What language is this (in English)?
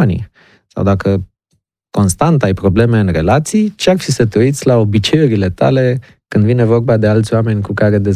Romanian